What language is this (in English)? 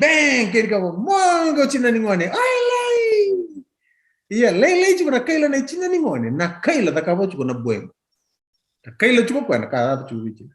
Fijian